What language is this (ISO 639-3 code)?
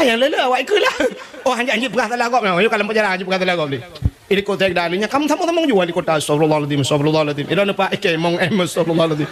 ace